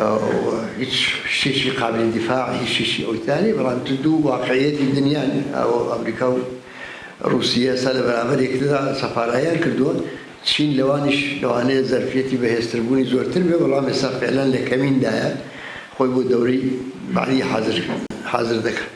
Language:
Central Kurdish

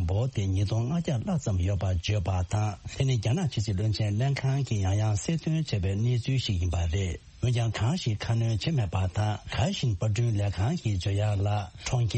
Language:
Tibetan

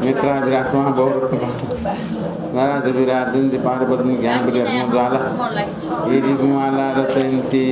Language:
Newari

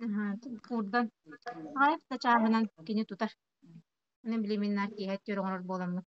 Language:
Yakut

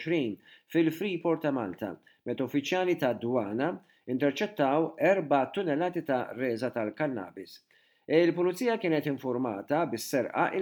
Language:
Maltese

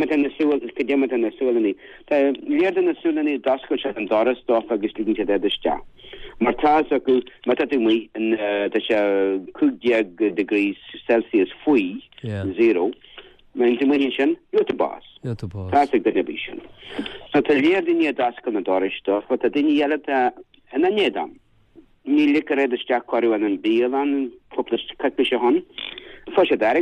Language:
Irish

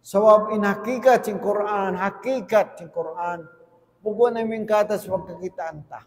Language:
Tausug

